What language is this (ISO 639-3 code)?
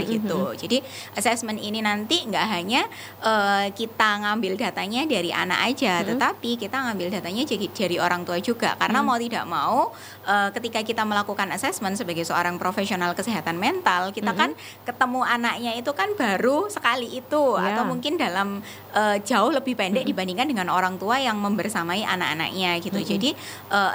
ind